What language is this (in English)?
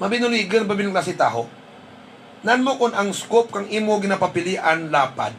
Hiligaynon